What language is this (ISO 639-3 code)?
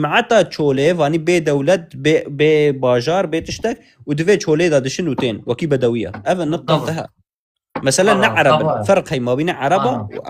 kur